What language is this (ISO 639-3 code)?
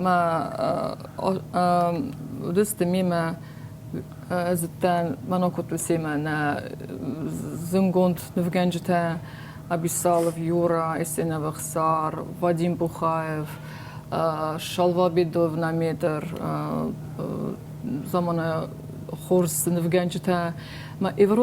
oss